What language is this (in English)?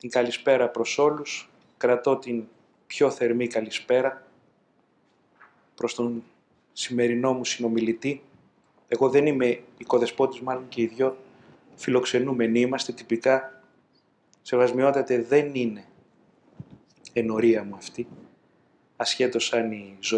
Greek